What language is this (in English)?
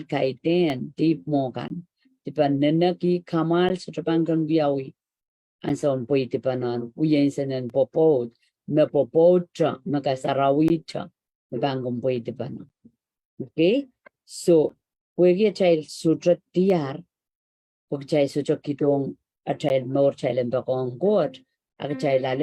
Pohnpeian